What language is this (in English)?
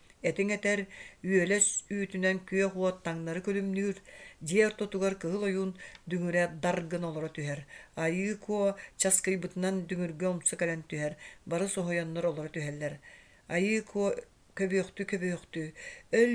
Yakut